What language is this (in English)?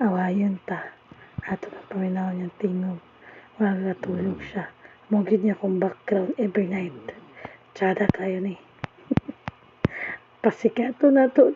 Cebuano